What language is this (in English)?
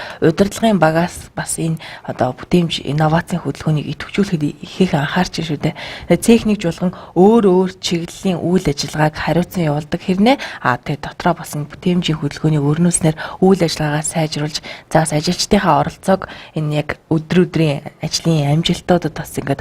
Mongolian